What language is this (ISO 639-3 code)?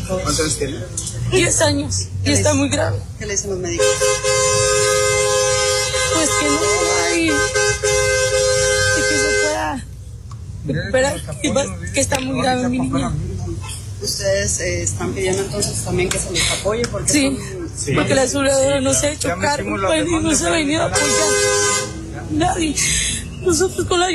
spa